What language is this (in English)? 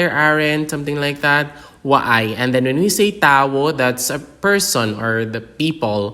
Hiligaynon